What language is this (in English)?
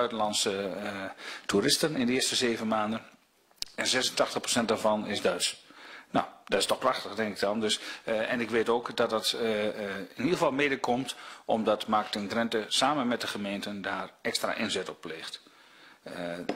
Dutch